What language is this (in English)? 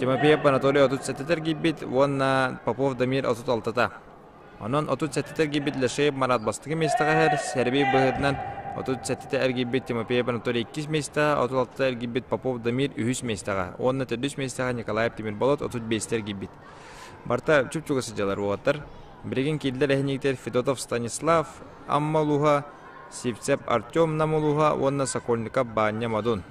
Yakut